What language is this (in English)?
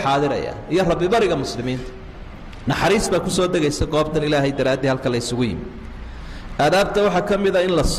Somali